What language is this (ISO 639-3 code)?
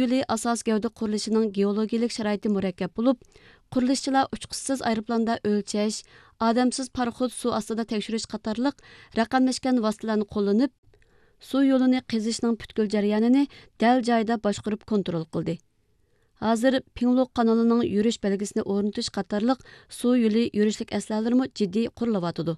uig